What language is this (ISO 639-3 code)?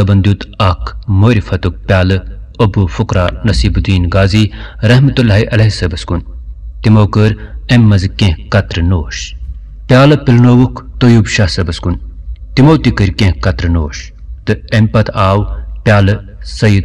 kas